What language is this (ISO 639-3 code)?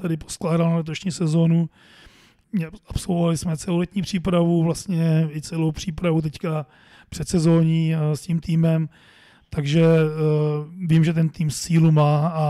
ces